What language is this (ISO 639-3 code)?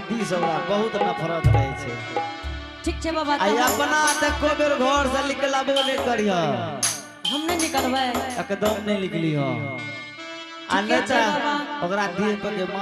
anp